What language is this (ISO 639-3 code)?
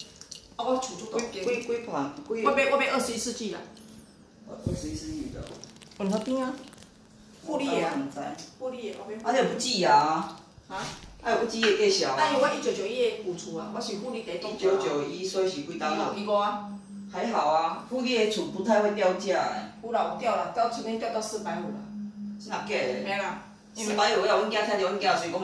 nan